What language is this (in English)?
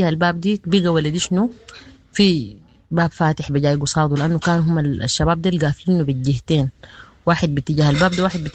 Sudanese Arabic